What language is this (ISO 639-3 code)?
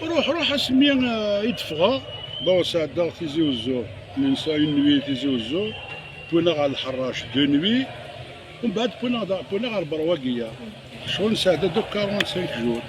kab